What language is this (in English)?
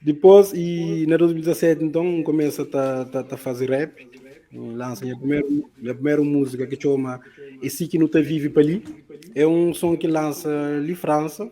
Kabuverdianu